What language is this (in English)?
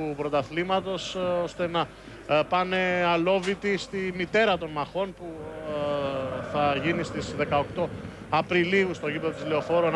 Greek